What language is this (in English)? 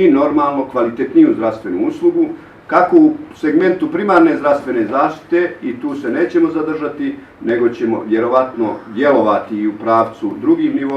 Bosnian